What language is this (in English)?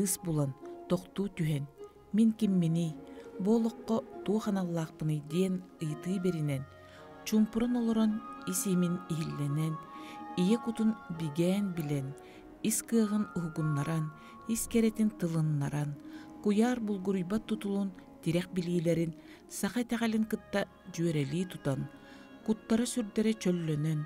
Yakut